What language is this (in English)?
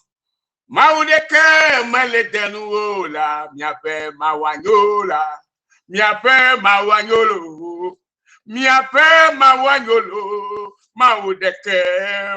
Ewe